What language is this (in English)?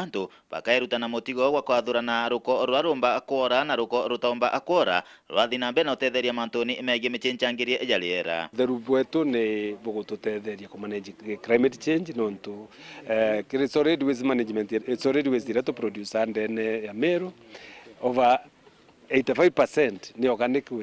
Meru